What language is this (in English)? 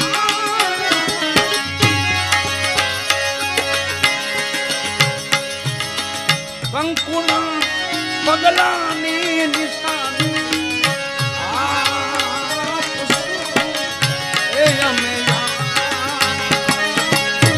Gujarati